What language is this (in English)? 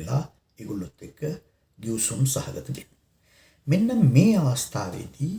Sinhala